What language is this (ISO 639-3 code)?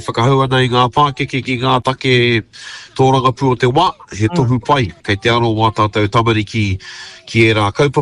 mri